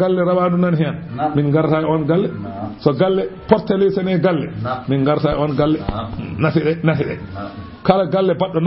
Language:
Fula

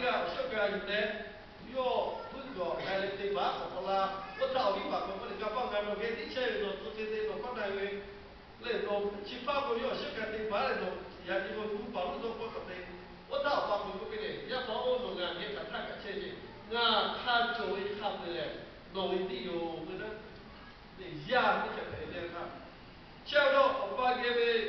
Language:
Lahu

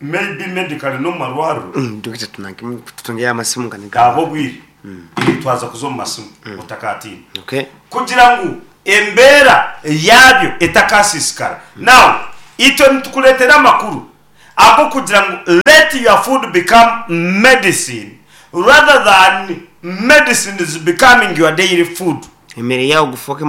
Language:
Nyankole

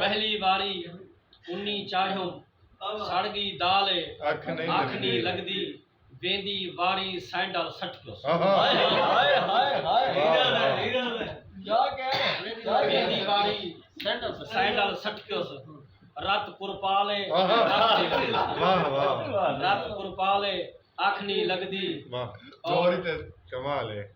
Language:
Saraiki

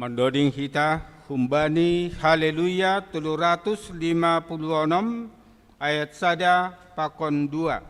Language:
Batak Simalungun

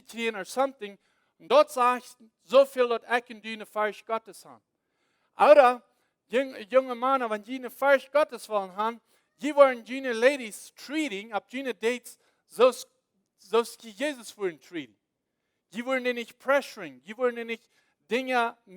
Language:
Plautdietsch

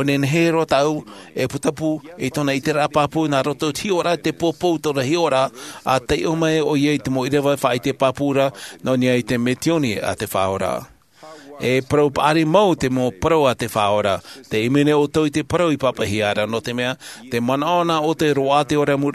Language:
Tahitian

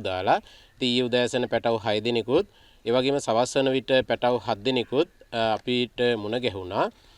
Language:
Sinhala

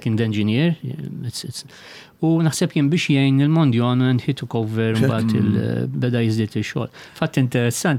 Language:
Maltese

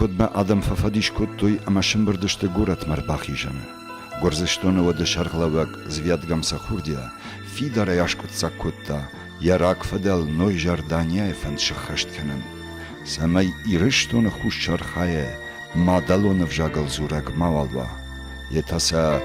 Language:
Ossetic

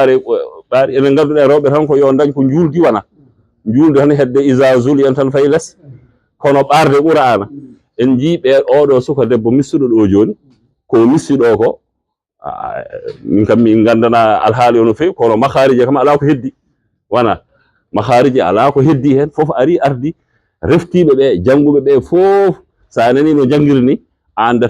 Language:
Fula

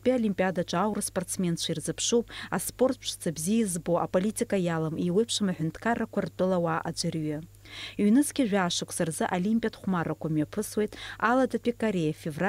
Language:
Abkhazian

